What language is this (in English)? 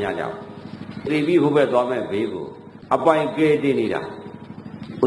Burmese